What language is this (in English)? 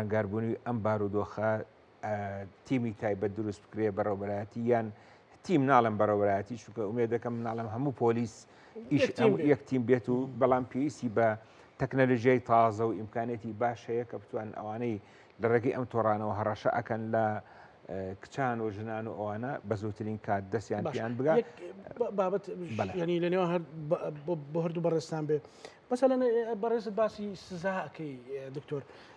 Central Kurdish